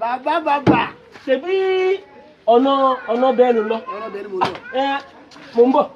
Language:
Yoruba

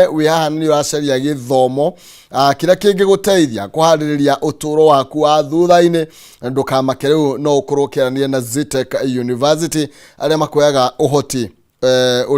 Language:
Kikuyu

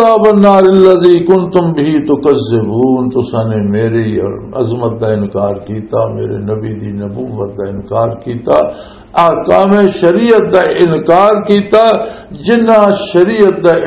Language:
Western Panjabi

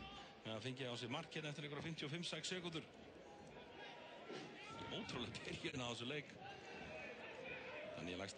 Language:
Icelandic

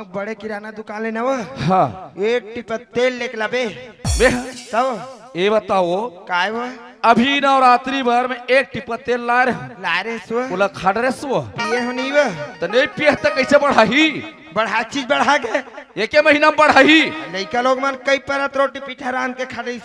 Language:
Chhattisgarhi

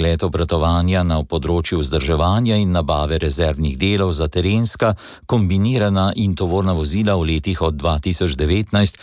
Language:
Slovenian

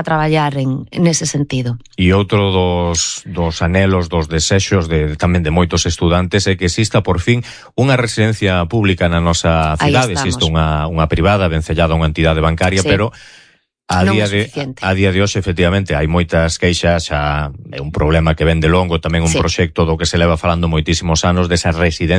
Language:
Galician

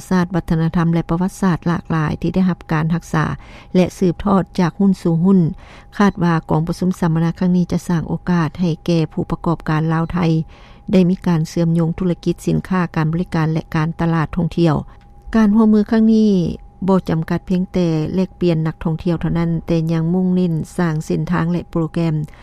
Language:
Lao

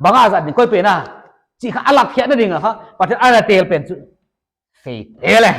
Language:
Paite Chin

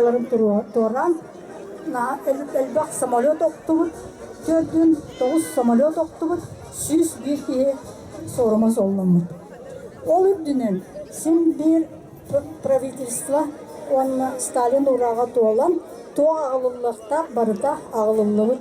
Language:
Yakut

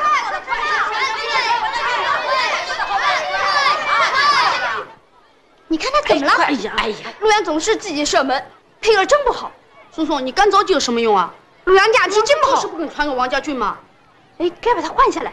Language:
Chinese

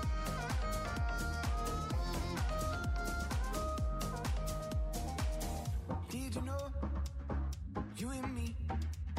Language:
English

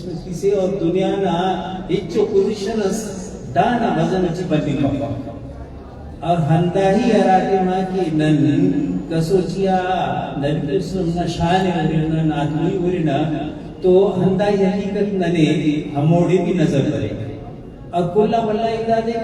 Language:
Brahui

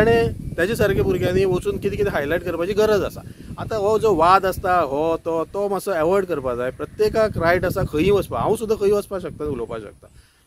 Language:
Konkani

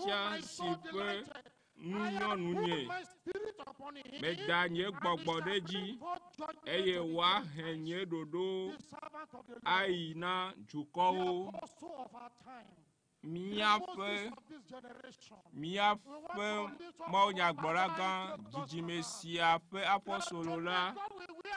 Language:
Ewe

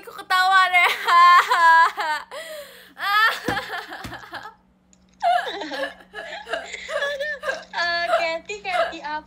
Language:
Indonesian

